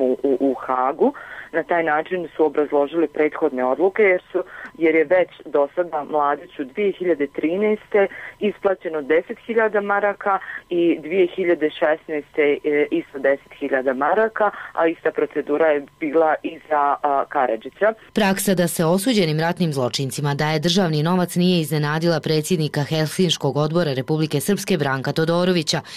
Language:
Bosnian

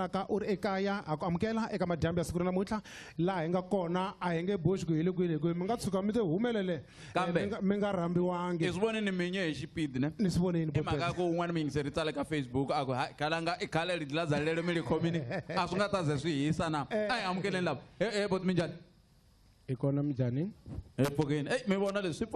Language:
Tsonga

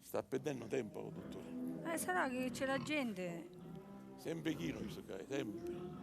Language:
Sicilian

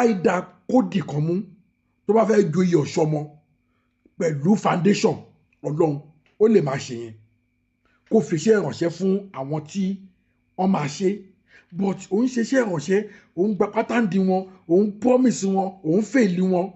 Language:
Yoruba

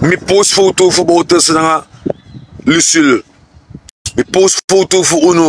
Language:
Sranan Tongo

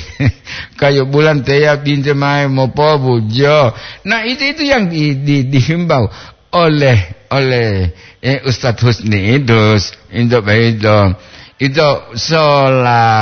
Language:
Gorontalo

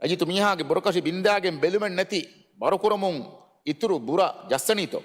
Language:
Divehi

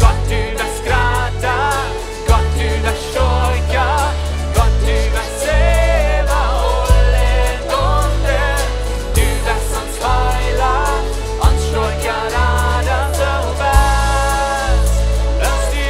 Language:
Plautdietsch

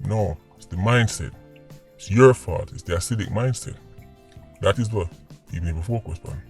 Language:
Jamaican Creole English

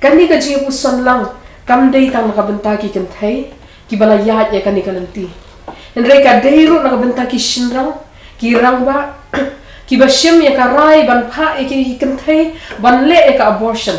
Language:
Khasi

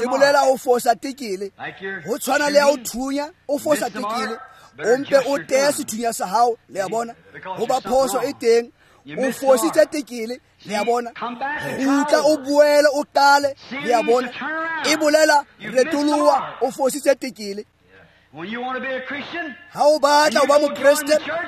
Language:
Tswana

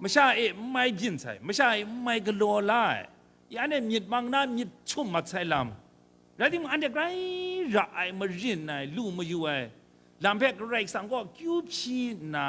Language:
Kachin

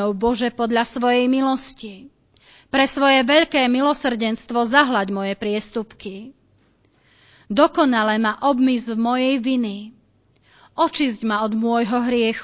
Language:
Slovak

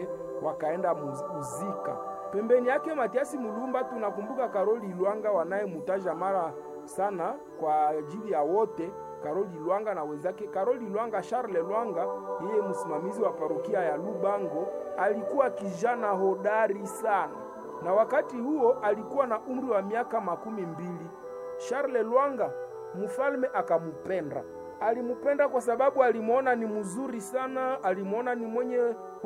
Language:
Swahili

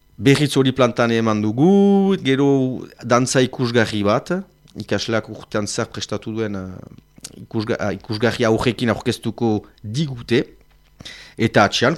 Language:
Basque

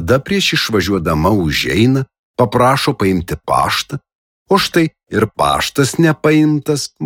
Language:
Lithuanian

